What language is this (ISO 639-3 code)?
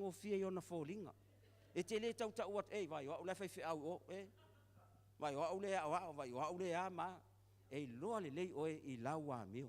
smo